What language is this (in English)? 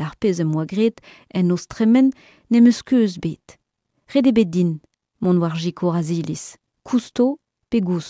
Breton